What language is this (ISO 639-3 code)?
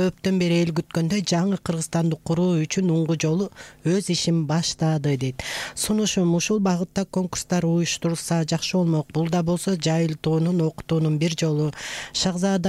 kir